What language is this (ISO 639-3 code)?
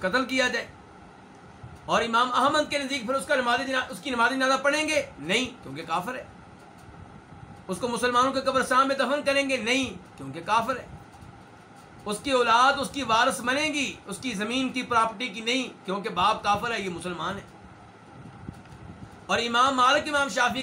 urd